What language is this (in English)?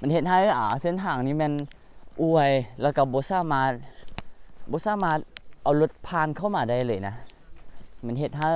Lao